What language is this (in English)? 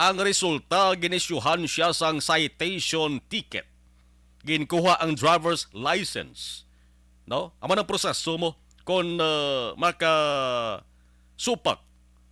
Hiligaynon